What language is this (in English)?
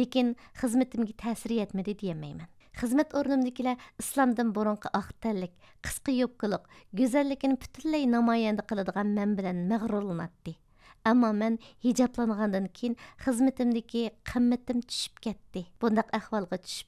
Uyghur